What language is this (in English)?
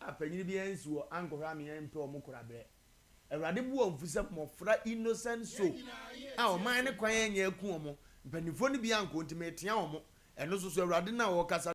Akan